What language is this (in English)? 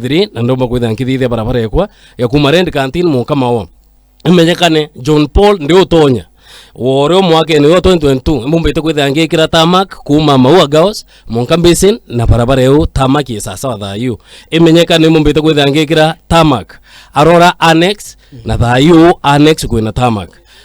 Meru